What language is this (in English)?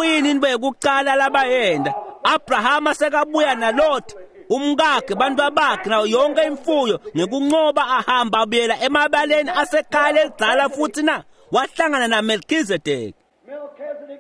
Swati